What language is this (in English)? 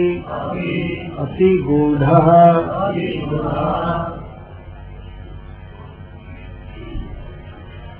Hindi